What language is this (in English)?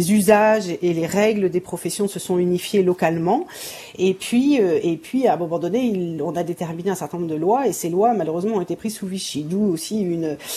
French